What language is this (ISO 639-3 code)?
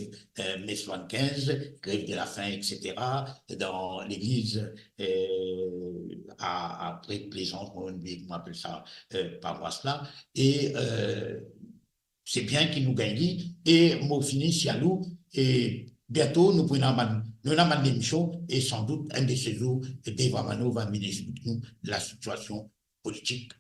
mfe